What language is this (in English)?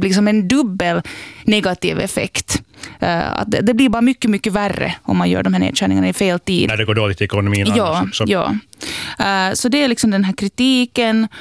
Swedish